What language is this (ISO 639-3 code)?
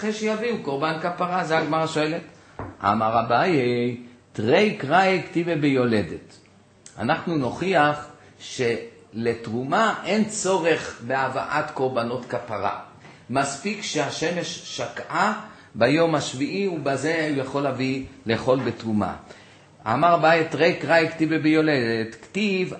heb